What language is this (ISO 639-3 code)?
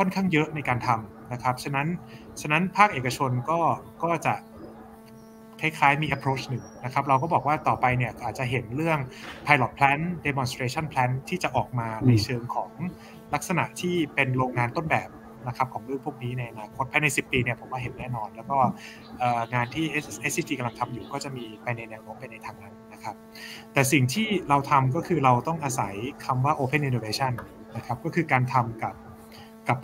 tha